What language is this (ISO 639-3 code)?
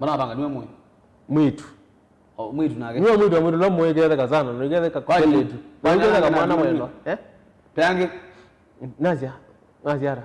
kam